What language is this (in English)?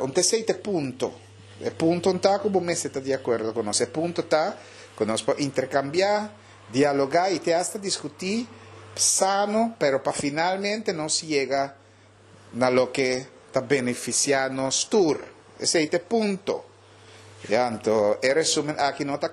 Papiamento